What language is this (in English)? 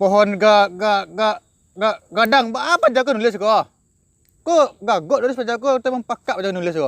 Minangkabau